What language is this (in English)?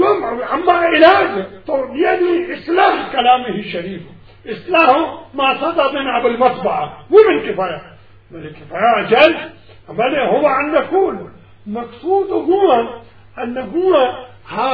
Mesopotamian Arabic